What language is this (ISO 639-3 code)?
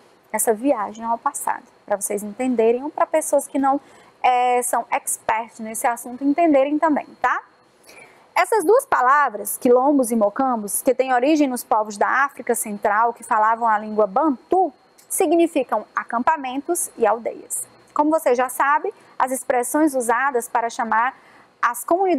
por